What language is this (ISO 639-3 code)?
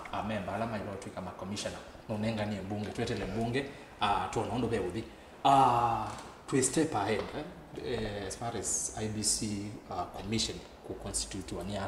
kam